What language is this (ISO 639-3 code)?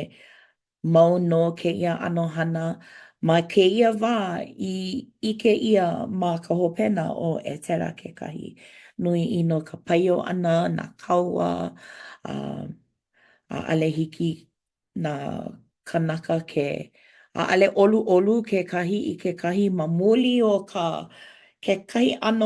haw